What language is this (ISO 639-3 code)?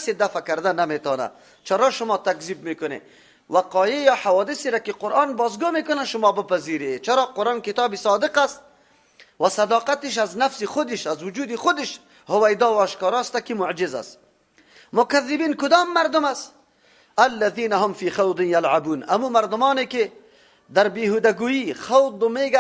fas